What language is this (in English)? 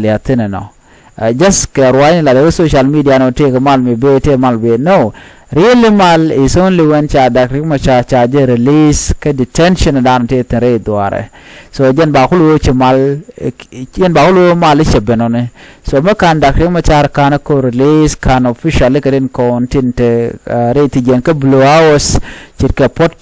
Nuer